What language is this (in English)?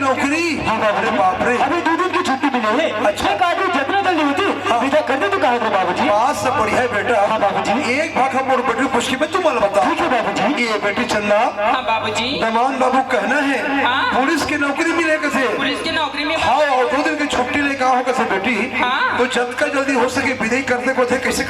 Chhattisgarhi